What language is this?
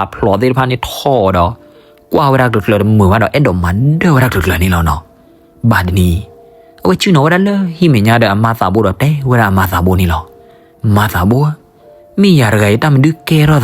S'gaw Karen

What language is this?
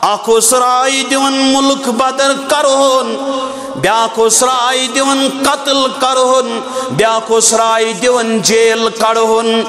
Kashmiri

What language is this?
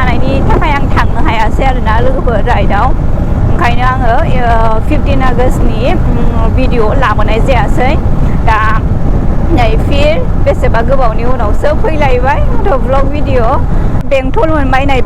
Bodo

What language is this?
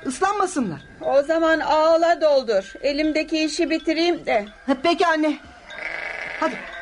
Turkish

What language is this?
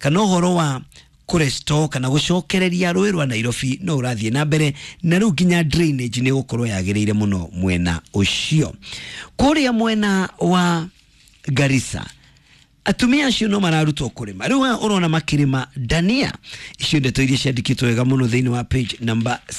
Kikuyu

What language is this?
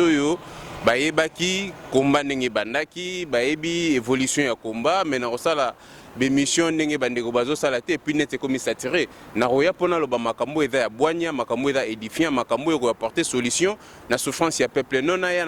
Lingala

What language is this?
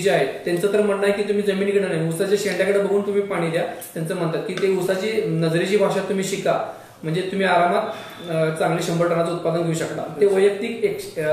Marathi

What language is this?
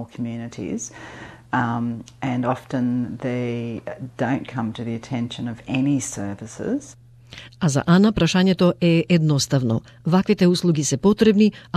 Macedonian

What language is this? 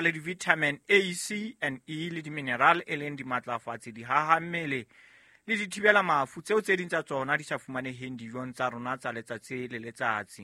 Southern Sotho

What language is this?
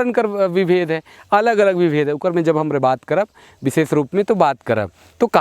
Sadri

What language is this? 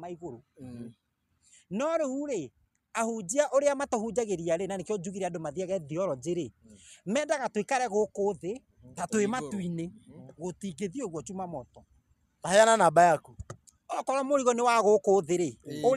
Kikuyu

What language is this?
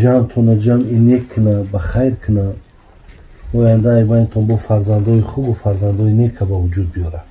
Tajik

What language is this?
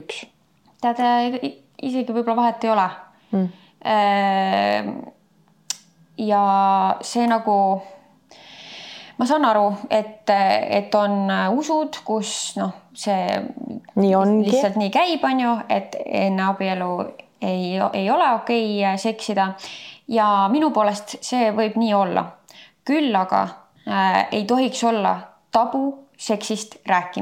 Estonian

